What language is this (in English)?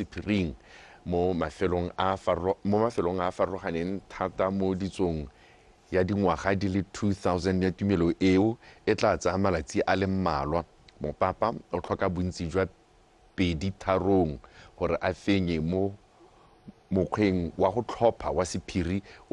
Tswana